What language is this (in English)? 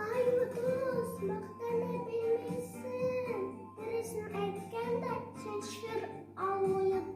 Bashkir